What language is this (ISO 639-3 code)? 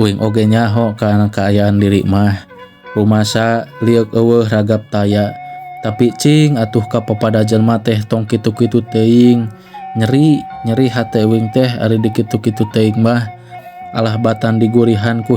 sun